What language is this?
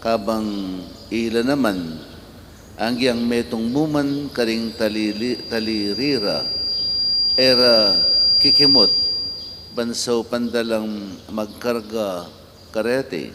Pampanga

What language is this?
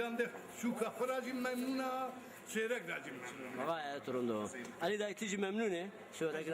Zaza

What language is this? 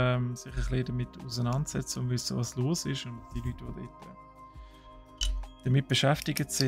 Swiss German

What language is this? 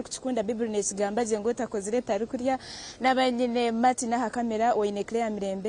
Nyankole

